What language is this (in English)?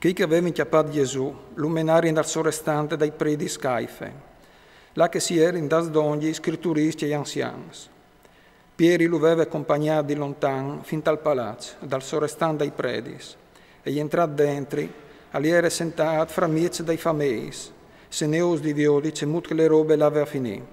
Friulian